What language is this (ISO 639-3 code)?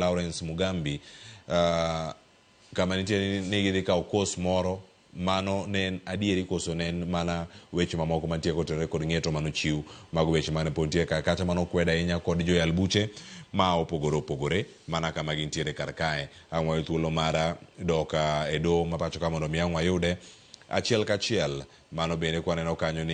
luo